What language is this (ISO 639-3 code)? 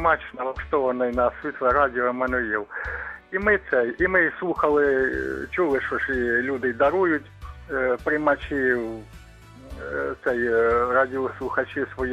ukr